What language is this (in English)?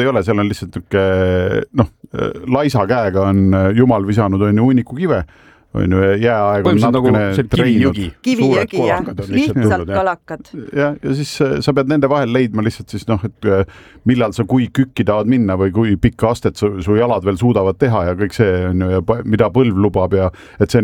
Estonian